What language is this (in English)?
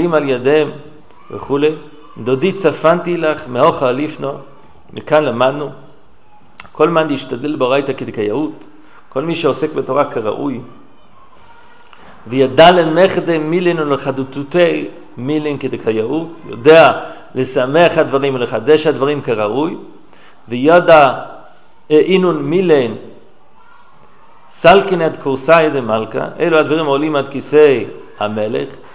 Hebrew